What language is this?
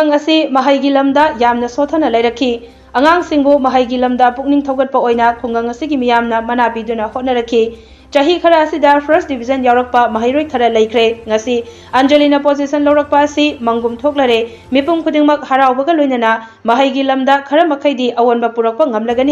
Manipuri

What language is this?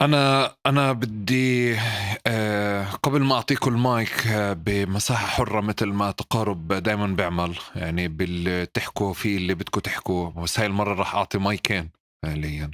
North Levantine Arabic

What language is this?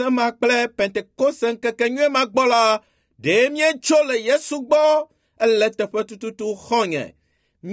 Ewe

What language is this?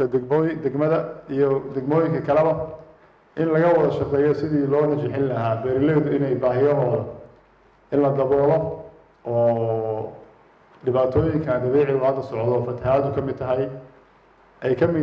Somali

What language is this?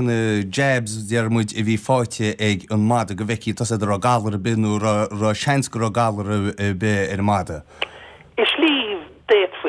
Irish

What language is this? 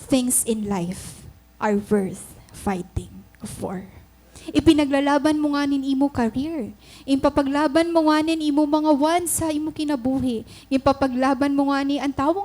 Waray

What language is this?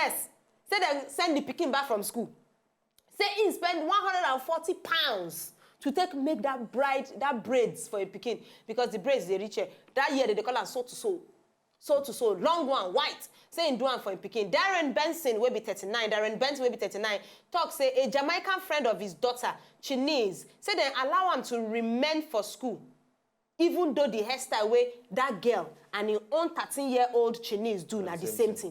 Nigerian Pidgin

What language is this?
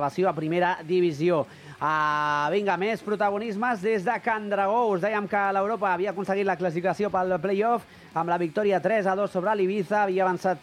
Catalan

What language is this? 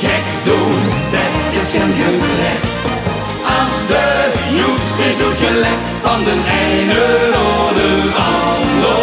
Limburgish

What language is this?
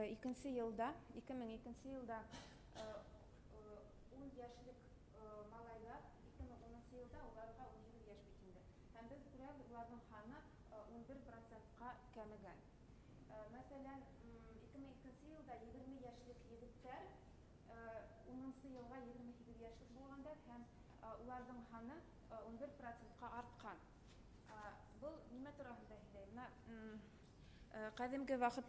Bashkir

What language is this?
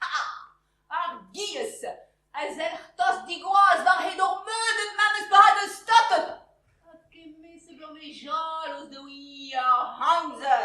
Breton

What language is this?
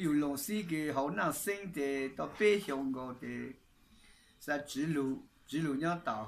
Hmong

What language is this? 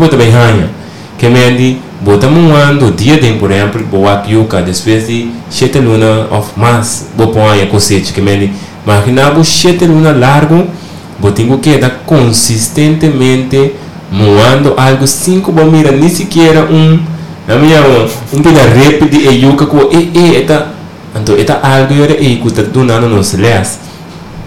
Papiamento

